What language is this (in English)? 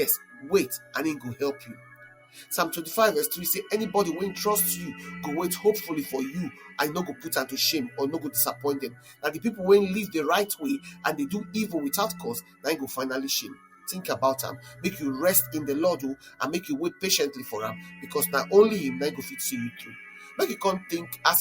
Nigerian Pidgin